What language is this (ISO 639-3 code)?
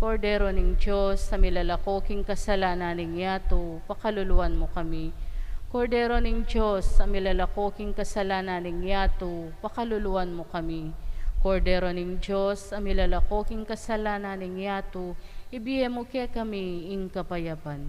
pam